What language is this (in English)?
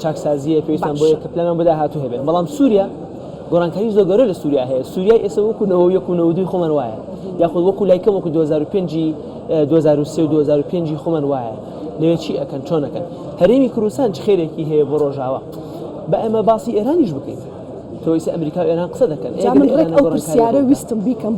Central Kurdish